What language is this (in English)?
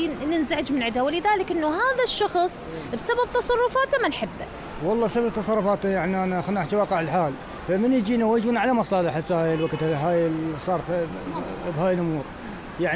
Mesopotamian Arabic